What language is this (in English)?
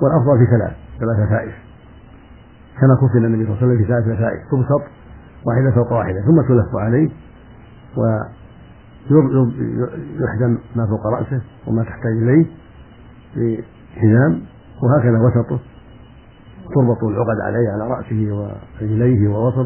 Arabic